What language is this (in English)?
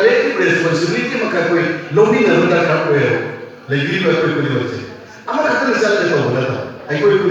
Manipuri